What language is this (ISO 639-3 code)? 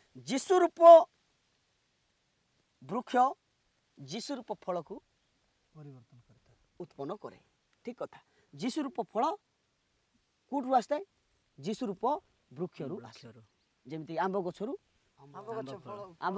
ori